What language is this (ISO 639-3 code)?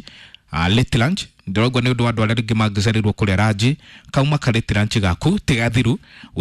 kik